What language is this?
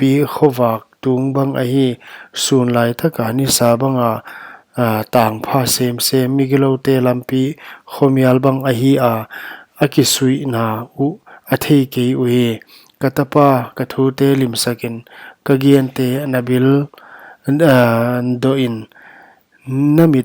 Paite Chin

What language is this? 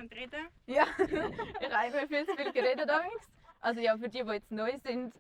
Swiss German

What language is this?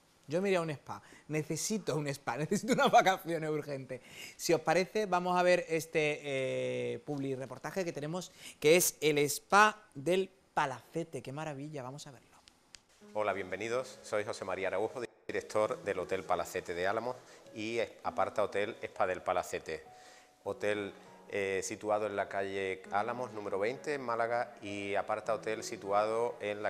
Spanish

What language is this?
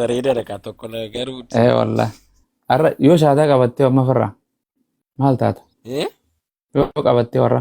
Oromo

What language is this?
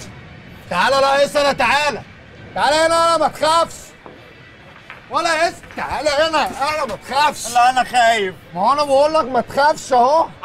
Egyptian Arabic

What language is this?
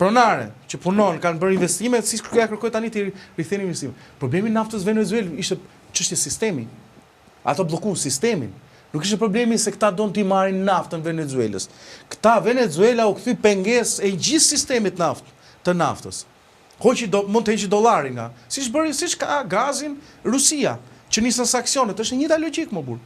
Albanian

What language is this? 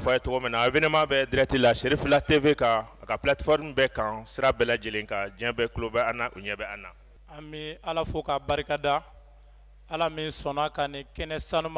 Bambara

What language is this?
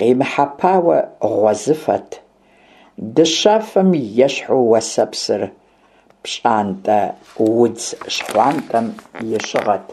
Kabardian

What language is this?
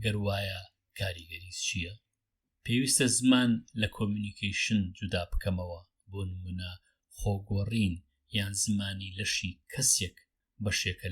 Central Kurdish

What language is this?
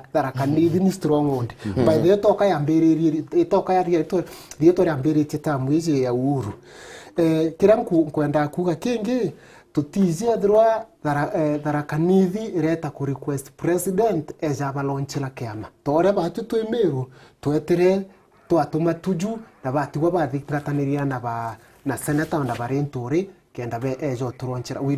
Meru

